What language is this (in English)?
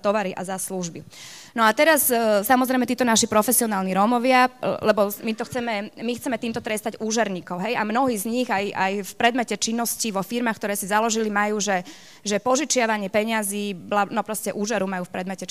Slovak